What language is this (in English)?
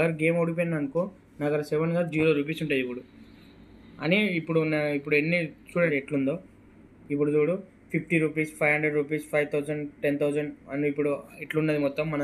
Telugu